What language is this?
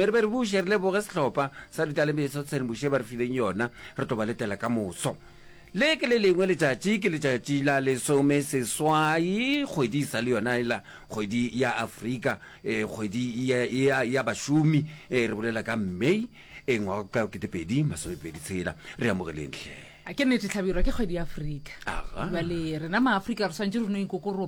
Northern Sotho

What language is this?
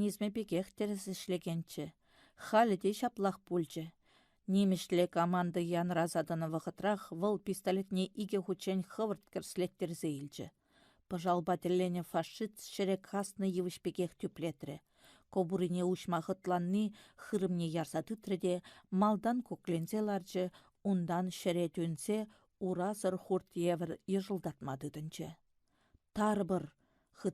Chuvash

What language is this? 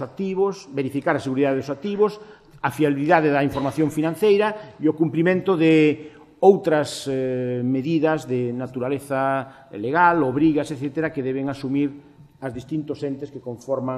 Galician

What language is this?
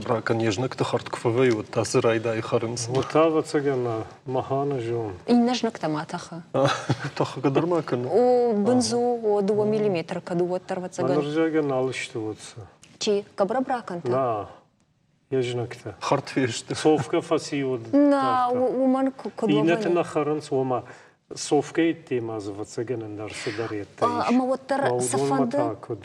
Ossetic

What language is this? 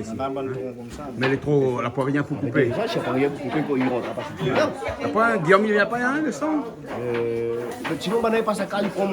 Réunion Creole French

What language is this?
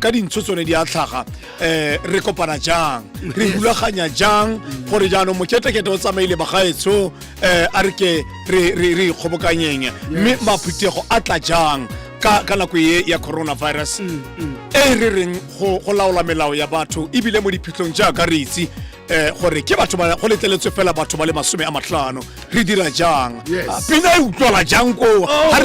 Tswana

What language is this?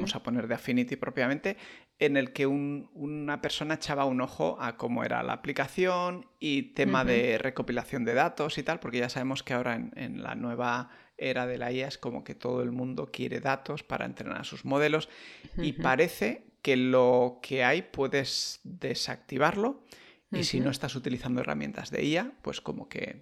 Spanish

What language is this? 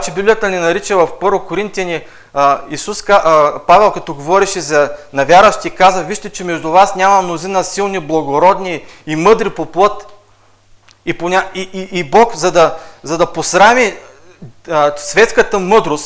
Bulgarian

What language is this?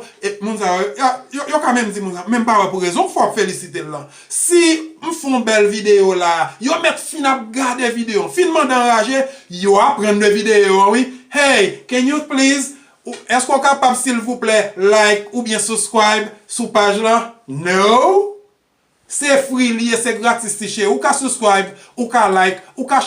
Haitian Creole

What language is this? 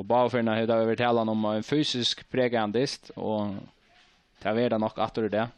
Faroese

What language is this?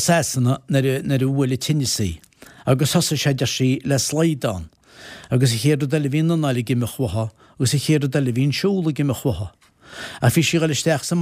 Irish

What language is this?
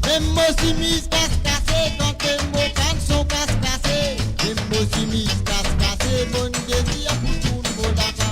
Morisyen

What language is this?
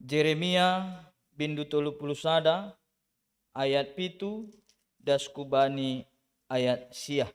Batak Simalungun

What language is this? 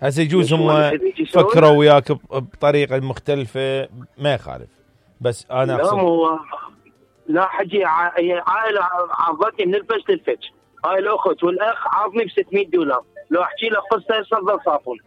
Mesopotamian Arabic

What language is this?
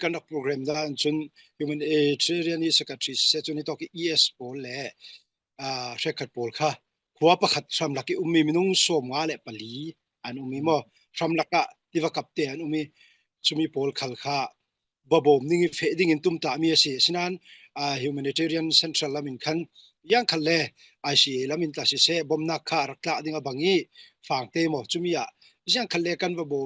Falam Chin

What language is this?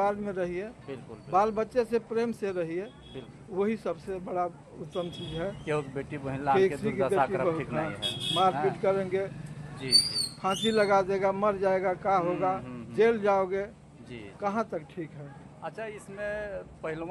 Hindi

